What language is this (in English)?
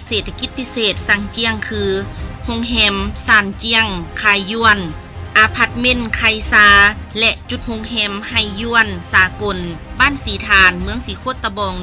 Lao